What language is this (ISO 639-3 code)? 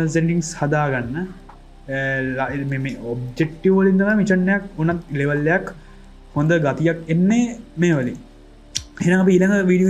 sin